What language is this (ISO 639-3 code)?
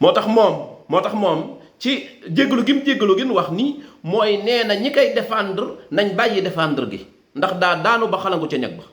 wol